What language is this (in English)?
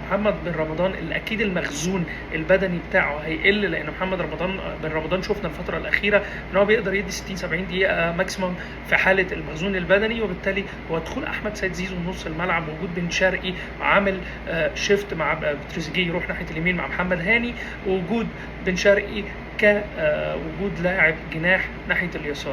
Egyptian Arabic